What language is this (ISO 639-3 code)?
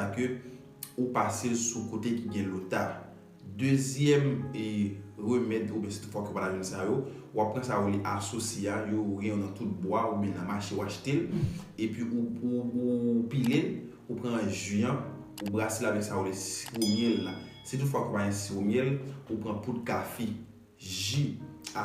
hat